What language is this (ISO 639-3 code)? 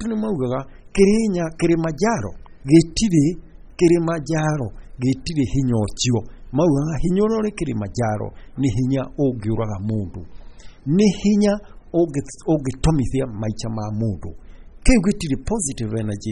kik